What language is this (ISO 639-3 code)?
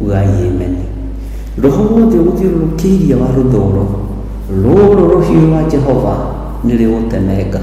kik